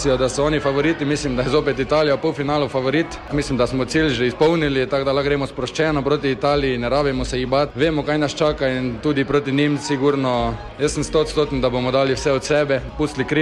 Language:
Slovenian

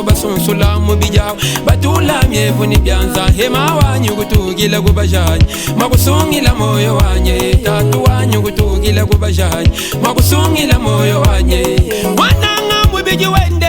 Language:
Luba-Lulua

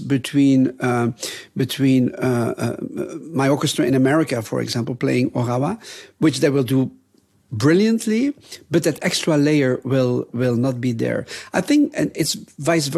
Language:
English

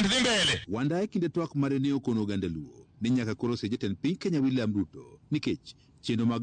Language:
Luo (Kenya and Tanzania)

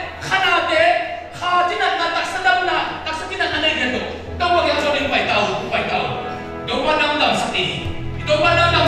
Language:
Tedim Chin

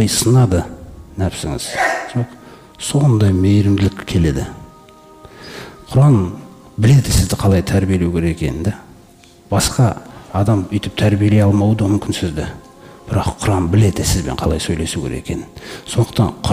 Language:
Kazakh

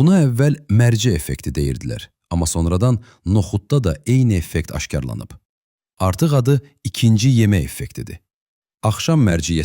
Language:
Azerbaijani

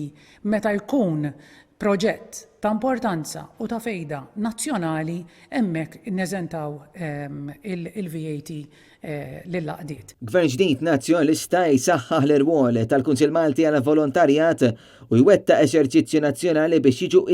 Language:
Maltese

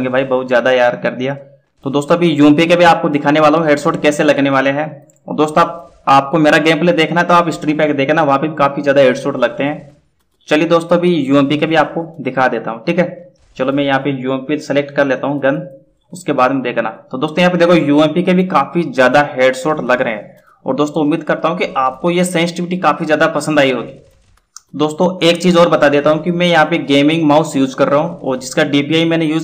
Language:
Hindi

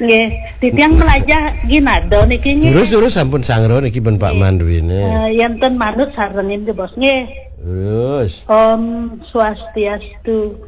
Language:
Balinese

